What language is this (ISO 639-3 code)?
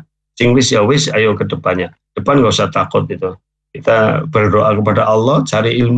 ind